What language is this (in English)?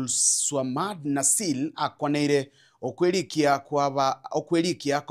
Gusii